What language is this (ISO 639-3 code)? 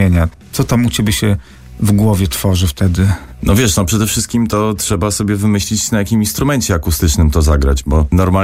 pol